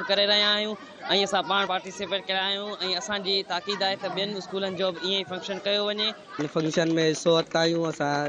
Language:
Sindhi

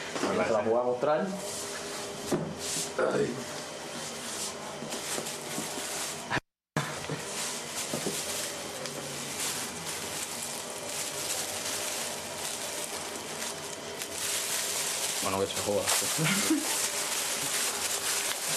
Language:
Spanish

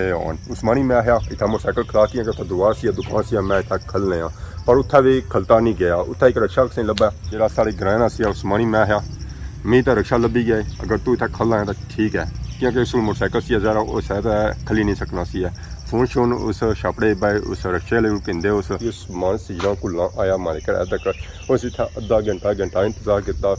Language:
Pahari-Potwari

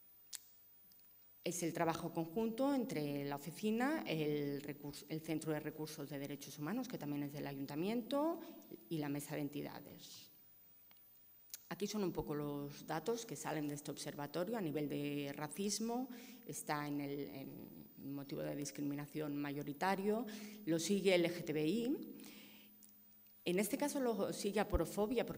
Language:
Spanish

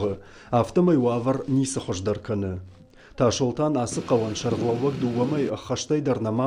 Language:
Ossetic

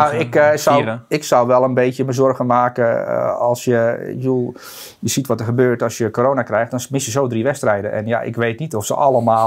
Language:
Dutch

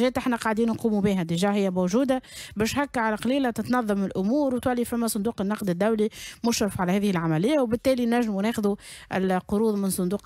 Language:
Tunisian Arabic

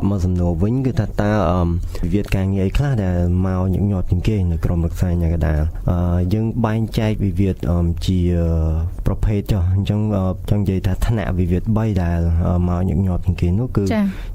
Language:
Khmer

